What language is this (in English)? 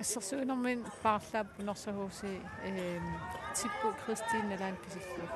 Kalaallisut